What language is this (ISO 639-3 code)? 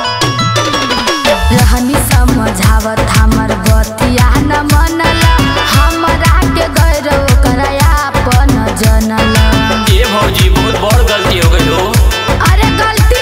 bho